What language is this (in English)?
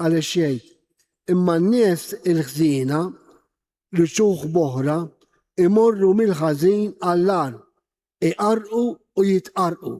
Maltese